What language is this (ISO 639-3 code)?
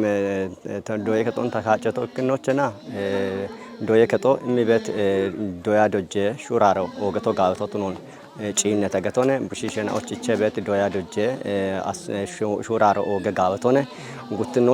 kbr